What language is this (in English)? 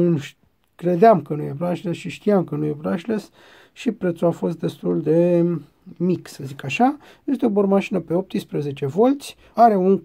Romanian